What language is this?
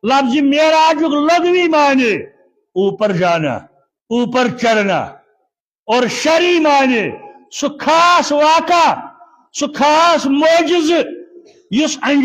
Kashmiri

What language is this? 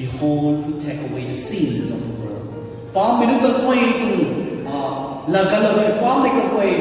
Rongmei Naga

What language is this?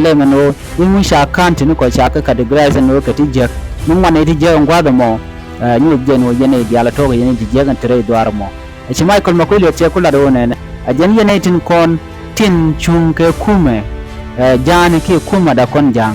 Nuer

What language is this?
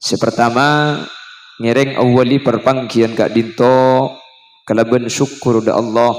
Madurese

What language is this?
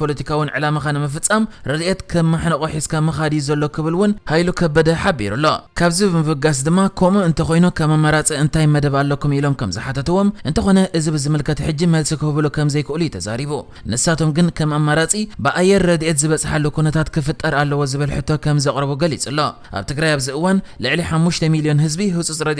Tigrinya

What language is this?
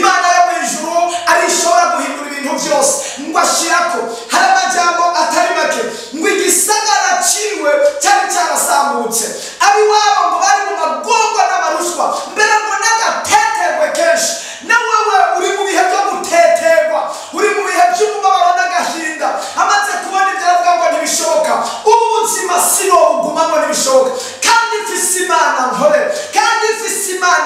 Rundi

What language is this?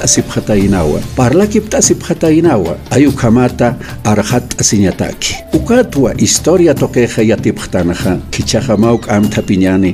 Aymara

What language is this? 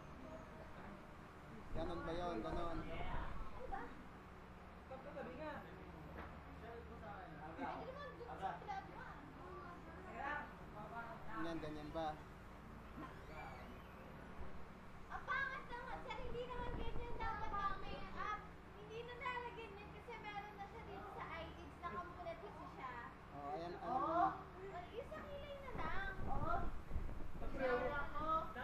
Filipino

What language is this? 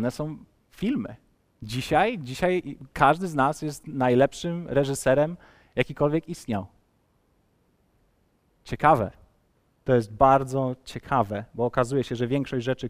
Polish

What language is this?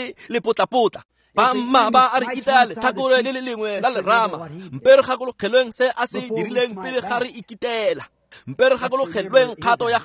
Tswana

